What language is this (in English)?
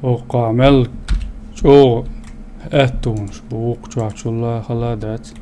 Chechen